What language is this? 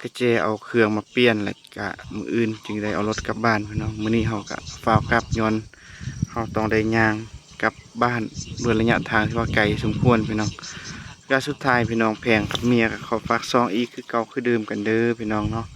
Lao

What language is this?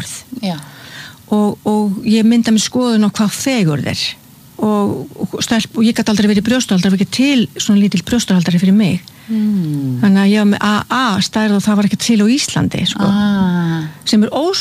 Icelandic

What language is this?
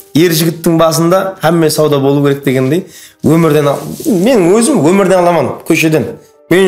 Kara-Kalpak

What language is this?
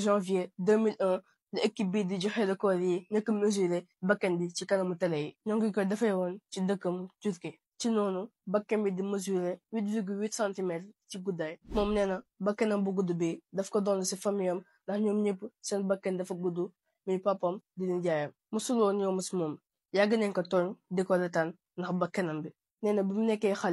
Wolof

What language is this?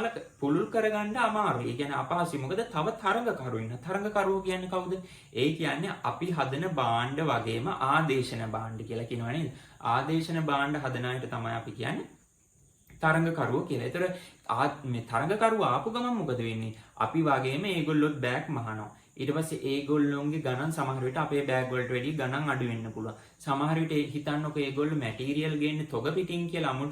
Sinhala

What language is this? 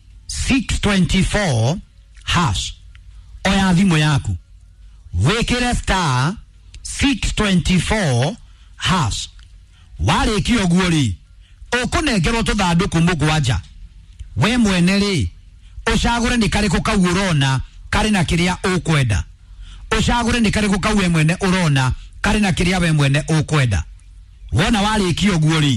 Kikuyu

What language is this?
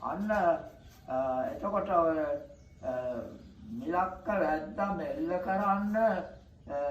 Sinhala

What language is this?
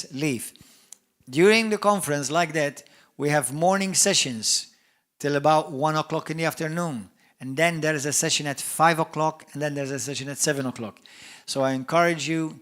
English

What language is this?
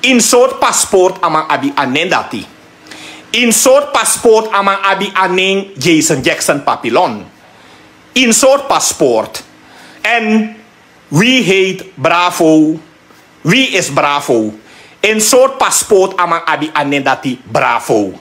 Sranan Tongo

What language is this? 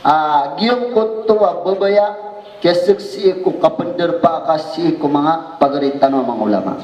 Maranao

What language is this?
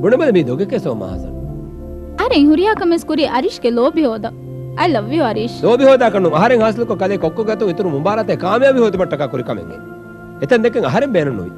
Divehi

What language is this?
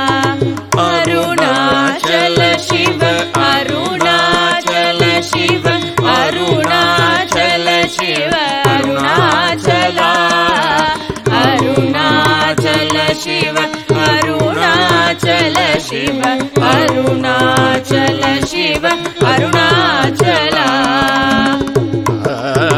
Tamil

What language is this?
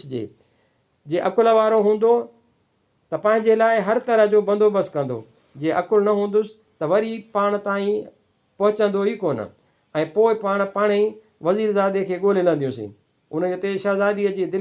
Sindhi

